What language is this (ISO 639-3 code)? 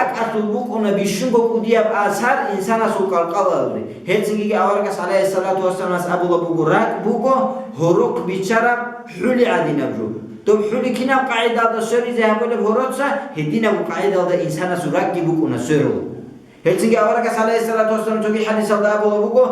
ava